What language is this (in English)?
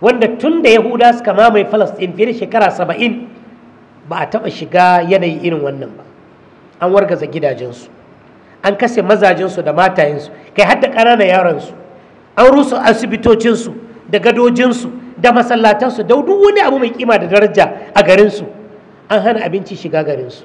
Hausa